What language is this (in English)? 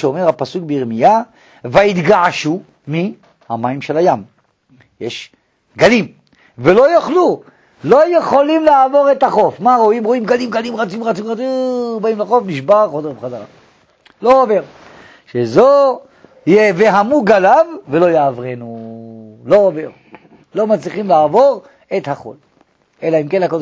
Hebrew